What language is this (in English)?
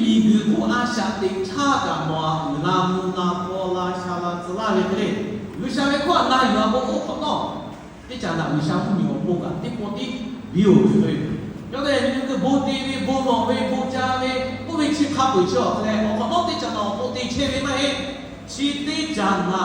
Lahu